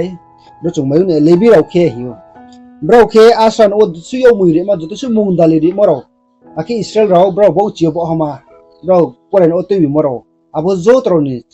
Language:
Riang (India)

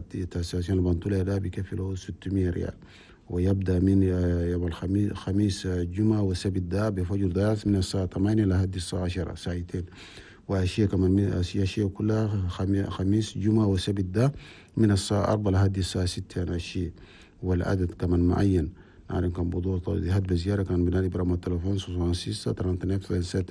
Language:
Chadian Arabic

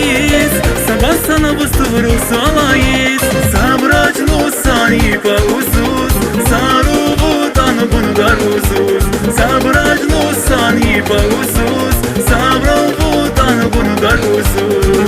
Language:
Tabassaran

